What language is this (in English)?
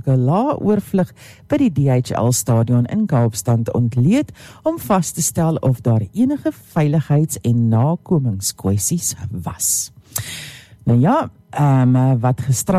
Afrikaans